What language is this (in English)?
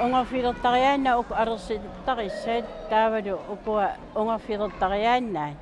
Kalaallisut